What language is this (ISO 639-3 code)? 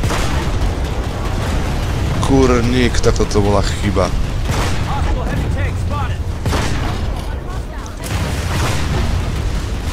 slk